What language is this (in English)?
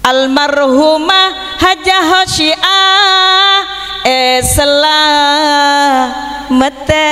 Madurese